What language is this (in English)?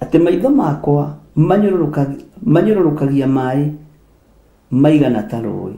Kikuyu